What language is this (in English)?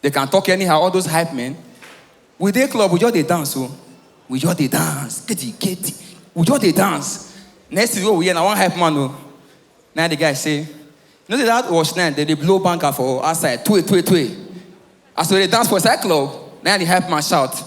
Nigerian Pidgin